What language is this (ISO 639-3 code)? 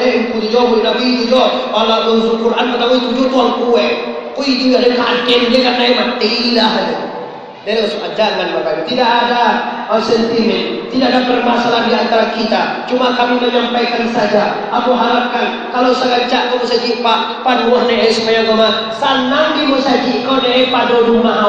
min